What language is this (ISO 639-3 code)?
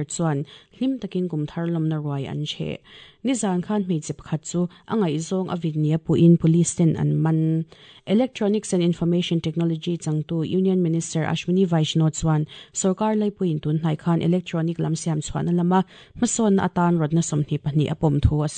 lus